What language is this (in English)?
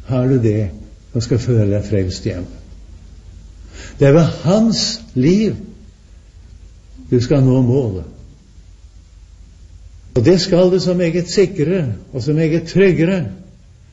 Norwegian